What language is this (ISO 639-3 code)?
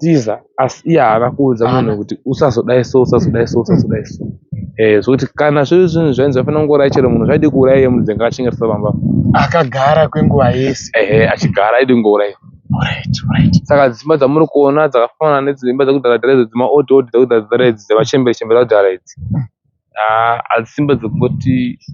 sna